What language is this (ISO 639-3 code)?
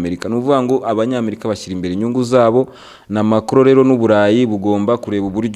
kin